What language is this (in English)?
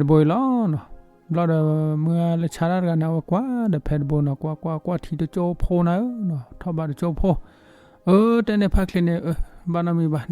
S'gaw Karen